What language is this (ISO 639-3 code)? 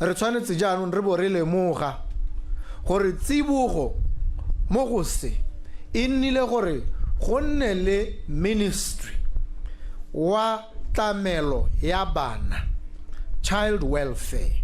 tsn